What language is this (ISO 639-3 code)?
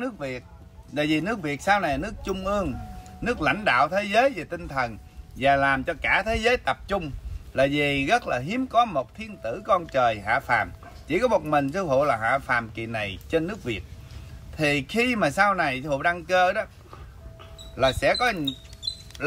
vie